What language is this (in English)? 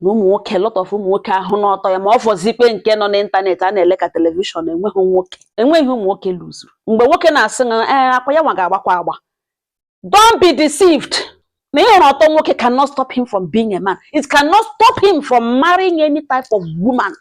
Igbo